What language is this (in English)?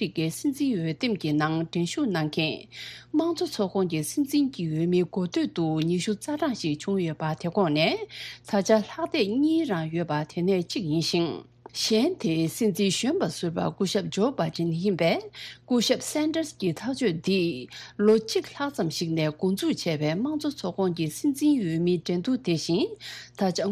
Tibetan